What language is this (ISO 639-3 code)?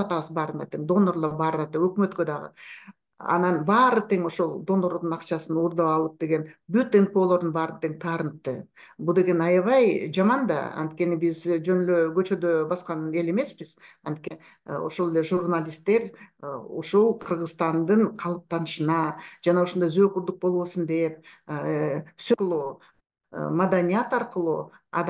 kir